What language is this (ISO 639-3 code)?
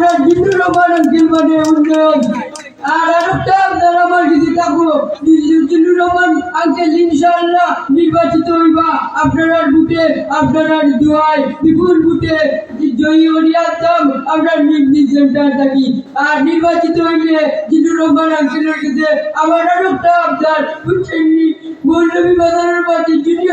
syl